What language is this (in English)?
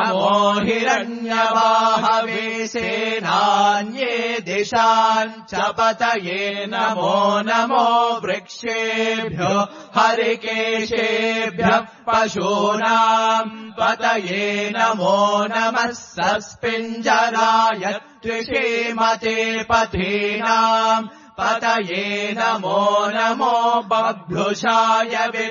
Sanskrit